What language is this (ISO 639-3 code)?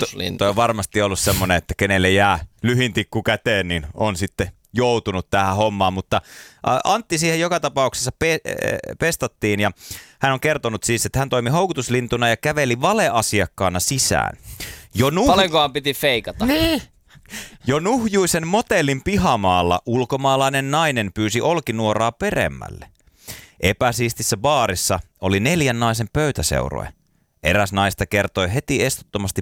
fin